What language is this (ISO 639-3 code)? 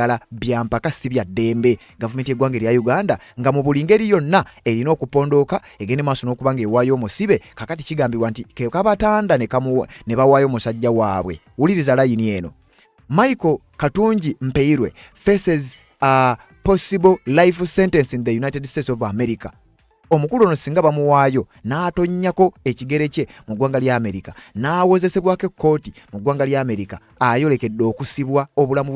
lug